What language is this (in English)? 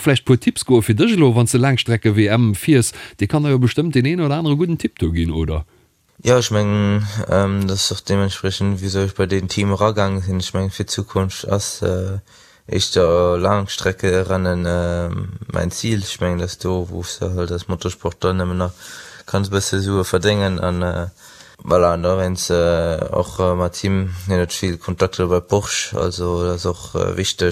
Luxembourgish